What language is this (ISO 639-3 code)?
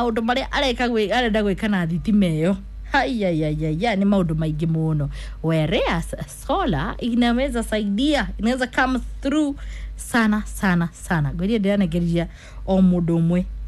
kik